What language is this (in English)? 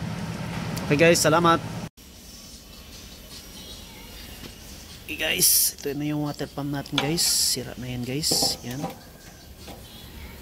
Filipino